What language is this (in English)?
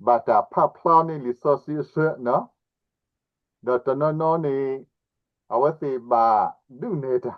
S'gaw Karen